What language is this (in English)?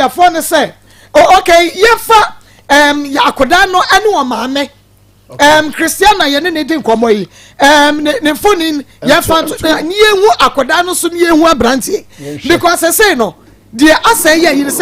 Akan